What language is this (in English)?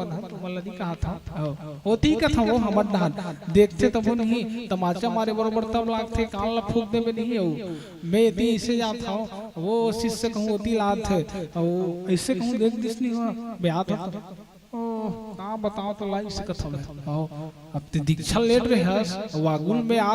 Chhattisgarhi